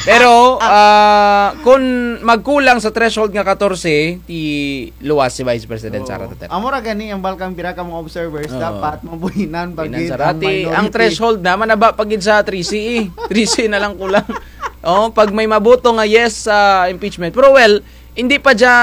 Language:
Kinaray-a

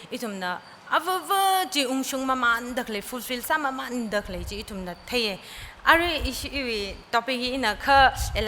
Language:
Tangkhul Naga (India)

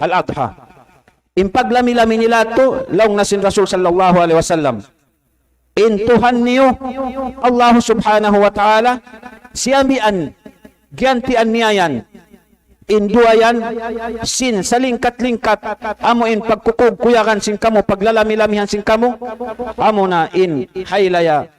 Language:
Tausug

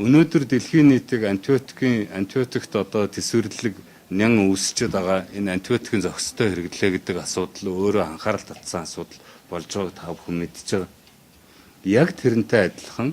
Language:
Mongolian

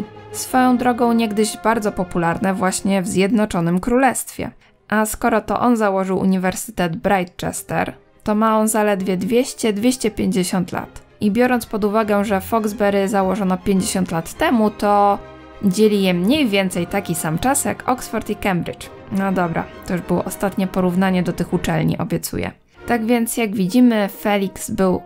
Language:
Polish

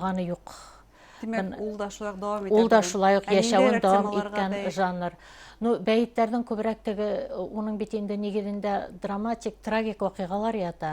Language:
Bashkir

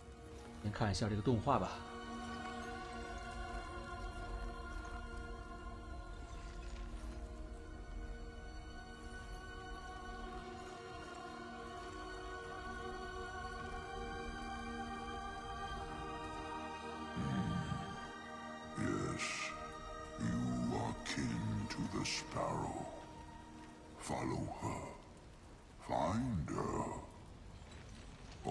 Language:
Chinese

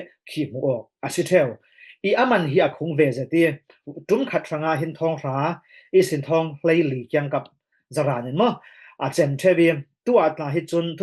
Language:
Falam Chin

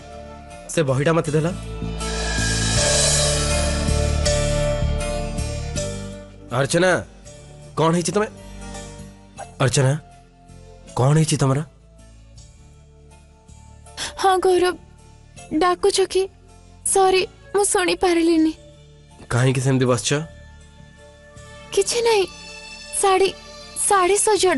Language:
Odia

